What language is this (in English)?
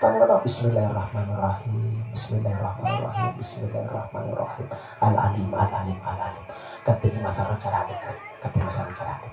Makasar